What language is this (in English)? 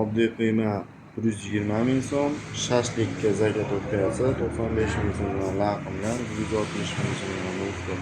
Uzbek